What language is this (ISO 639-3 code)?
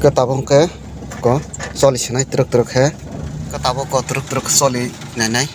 trp